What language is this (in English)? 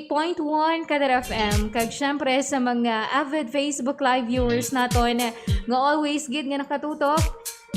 Hiligaynon